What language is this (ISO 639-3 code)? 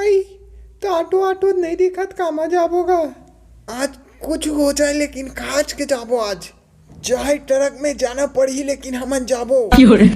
hne